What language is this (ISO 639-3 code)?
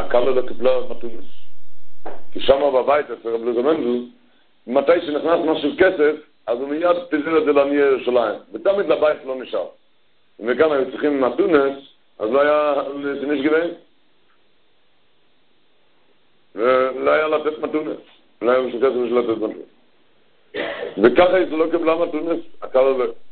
heb